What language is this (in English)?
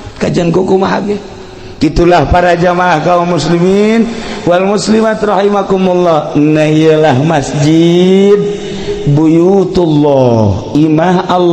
Sundanese